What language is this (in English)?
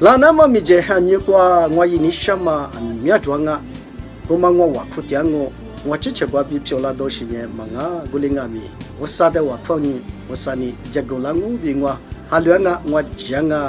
Lisu